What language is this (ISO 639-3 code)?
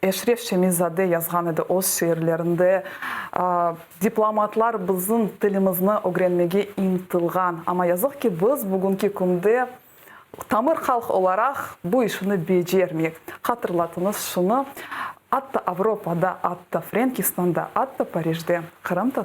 crh